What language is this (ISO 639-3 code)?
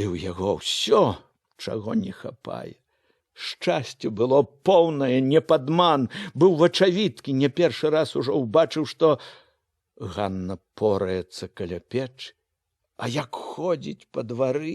bel